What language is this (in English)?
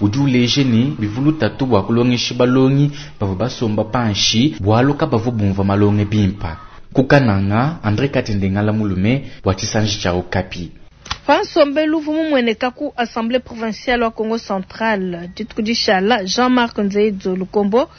Luba-Lulua